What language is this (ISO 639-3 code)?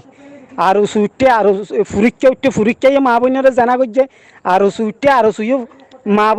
rhg